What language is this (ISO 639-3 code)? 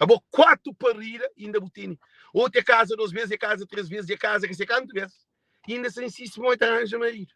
kea